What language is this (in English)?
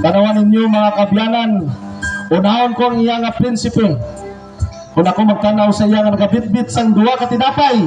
Hiligaynon